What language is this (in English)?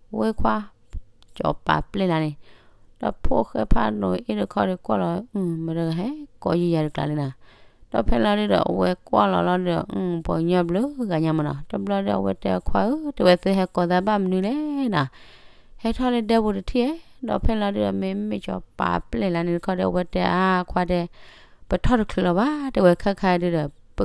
S'gaw Karen